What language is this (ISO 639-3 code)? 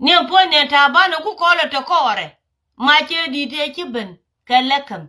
nus